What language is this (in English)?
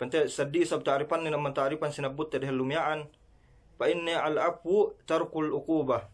Yakan